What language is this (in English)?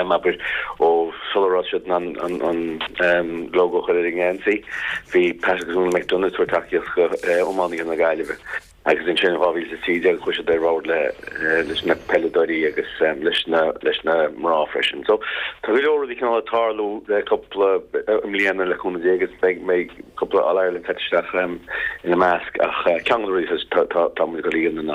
Irish